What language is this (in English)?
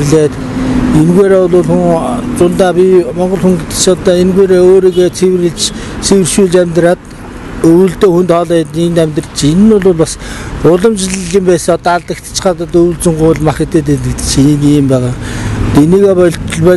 Mongolian